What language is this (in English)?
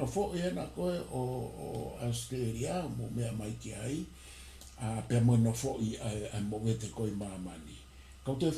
Tongan